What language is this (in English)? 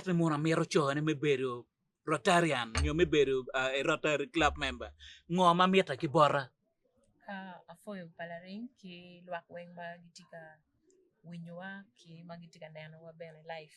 Acoli